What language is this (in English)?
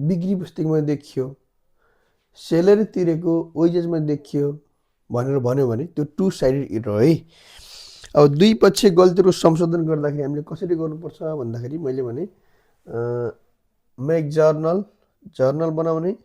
Nepali